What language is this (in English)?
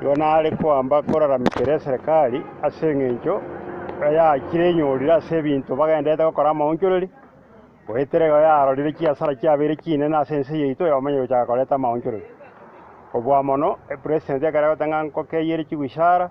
Gusii